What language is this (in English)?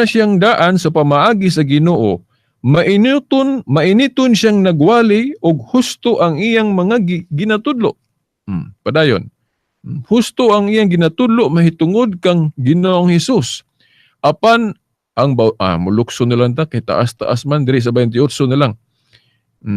Cebuano